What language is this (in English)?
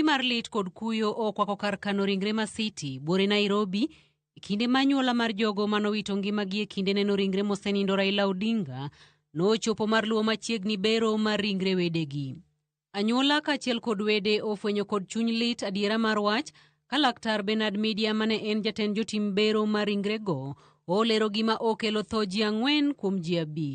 Luo (Kenya and Tanzania)